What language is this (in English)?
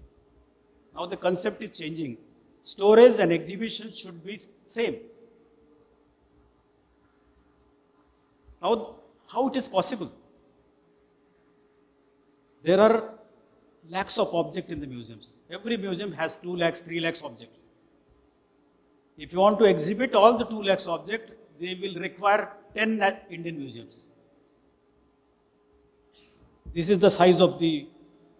English